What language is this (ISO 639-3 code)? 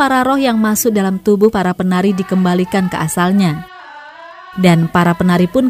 ind